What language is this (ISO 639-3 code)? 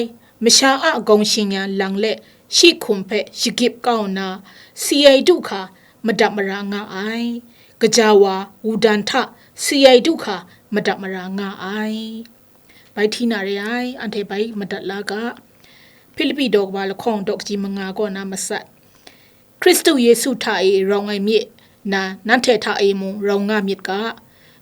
kac